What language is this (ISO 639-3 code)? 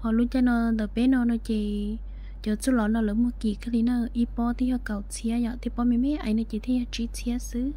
hmn